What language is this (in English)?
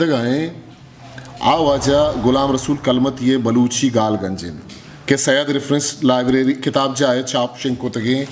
Eastern Balochi